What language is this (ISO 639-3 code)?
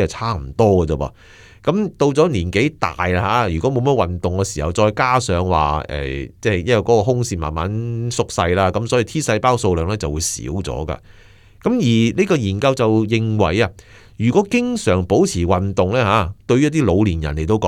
yue